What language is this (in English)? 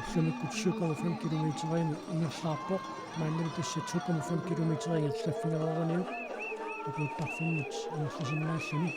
Kalaallisut